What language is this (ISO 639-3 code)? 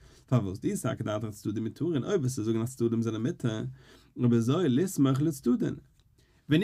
yid